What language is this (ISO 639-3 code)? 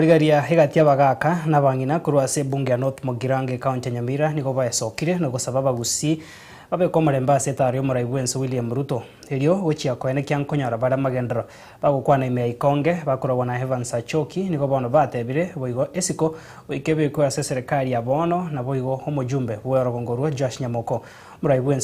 guz